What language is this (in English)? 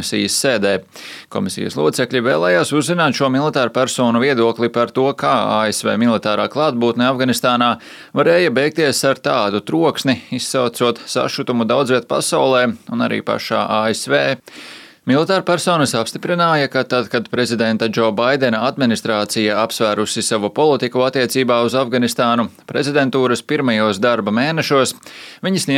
Latvian